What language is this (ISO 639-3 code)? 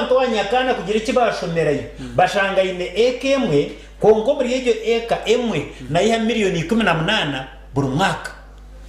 nyn